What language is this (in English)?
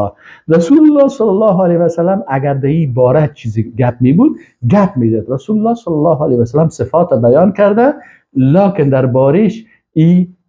Persian